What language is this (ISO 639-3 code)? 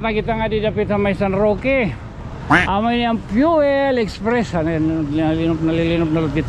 war